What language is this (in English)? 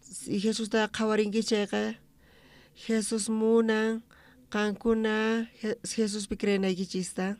South Bolivian Quechua